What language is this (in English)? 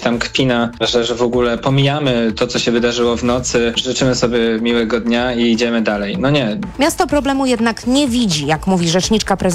Polish